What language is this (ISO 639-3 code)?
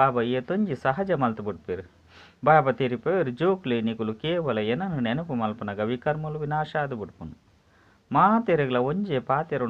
tcy